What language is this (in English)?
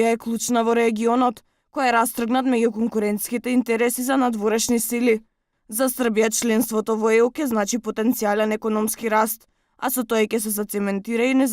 Macedonian